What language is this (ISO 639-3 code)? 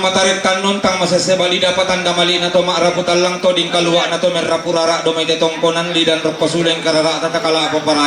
sda